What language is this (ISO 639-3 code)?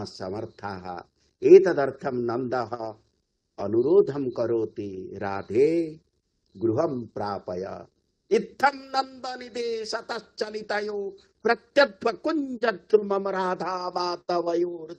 san